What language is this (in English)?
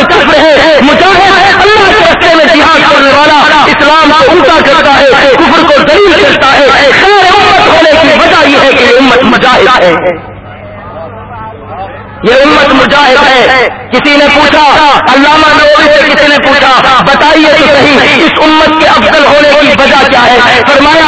Urdu